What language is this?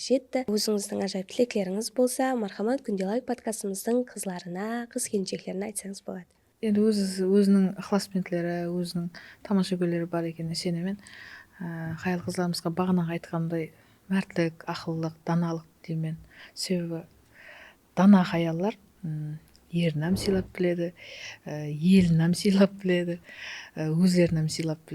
Kara-Kalpak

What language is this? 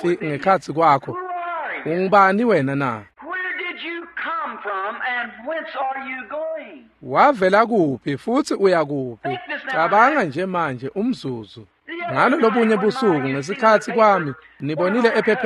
Swati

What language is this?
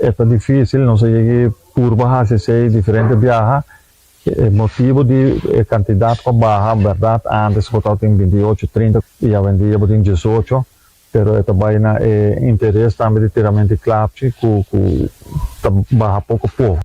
Papiamento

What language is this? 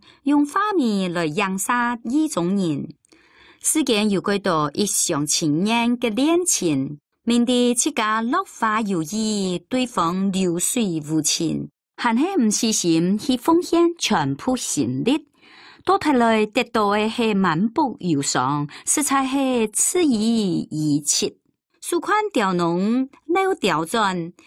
Hakka Chinese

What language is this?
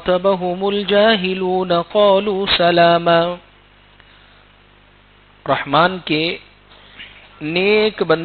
Urdu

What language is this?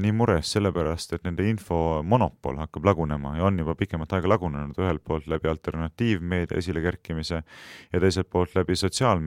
Estonian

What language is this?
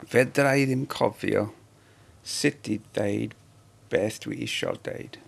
Welsh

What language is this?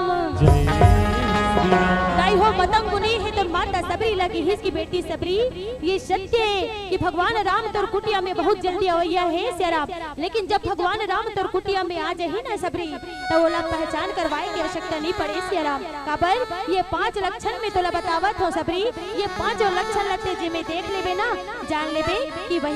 Chhattisgarhi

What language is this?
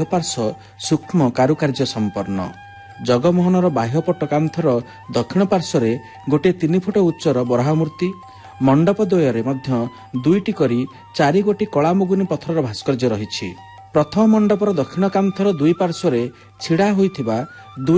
Odia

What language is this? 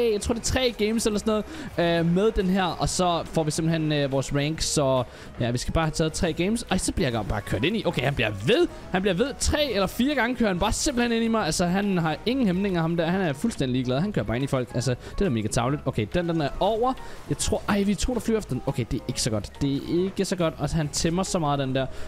Danish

